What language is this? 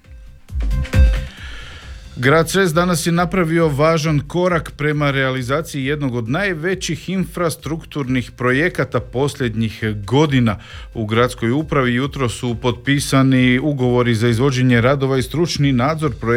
Croatian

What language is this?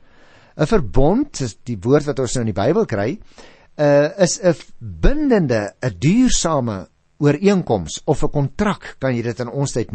Afrikaans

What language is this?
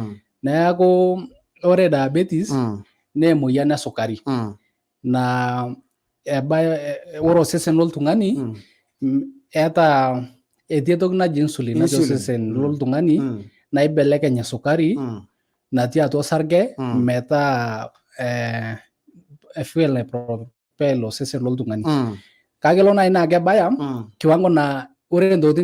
Masai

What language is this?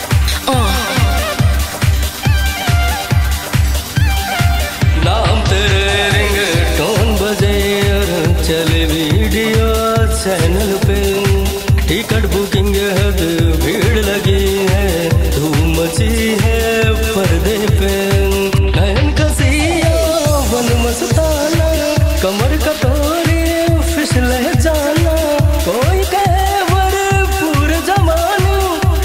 Bhojpuri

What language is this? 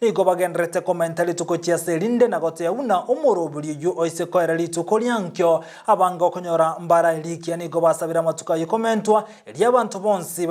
Gusii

